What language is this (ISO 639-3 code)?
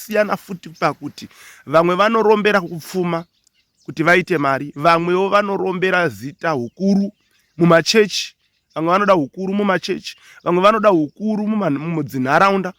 sna